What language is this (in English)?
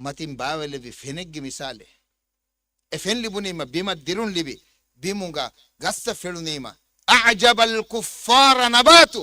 Divehi